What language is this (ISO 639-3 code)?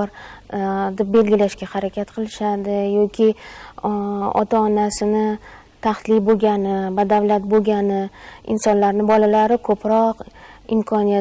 uzb